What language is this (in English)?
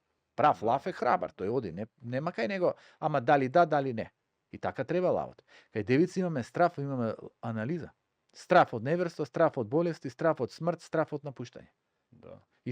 Macedonian